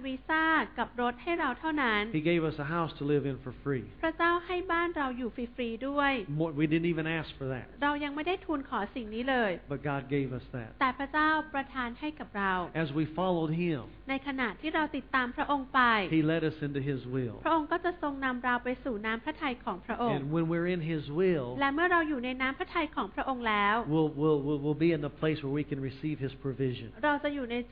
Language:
Thai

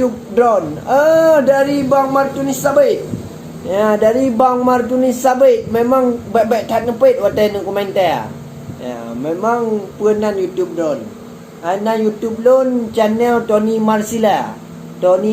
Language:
Achinese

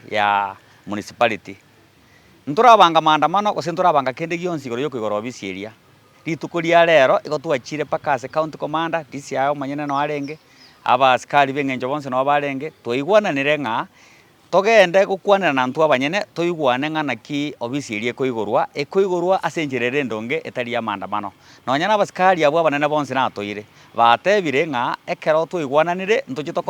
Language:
Gusii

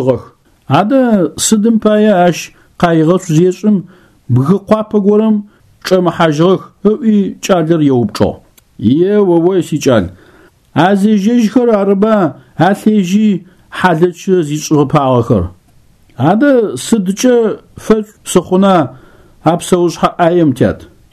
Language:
Adyghe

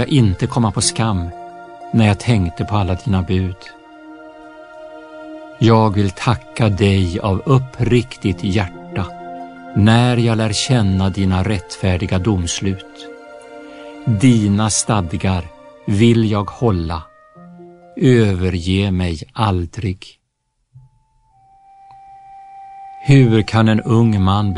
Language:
Swedish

